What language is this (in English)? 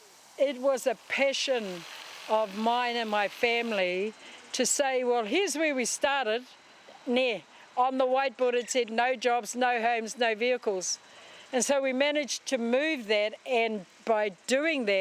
Māori